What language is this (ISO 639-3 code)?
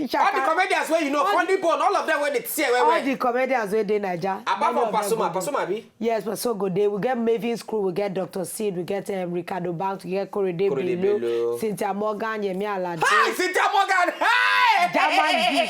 pcm